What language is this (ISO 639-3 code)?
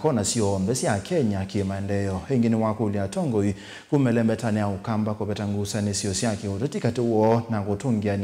kam